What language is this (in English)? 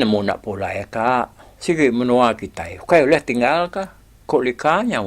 Iban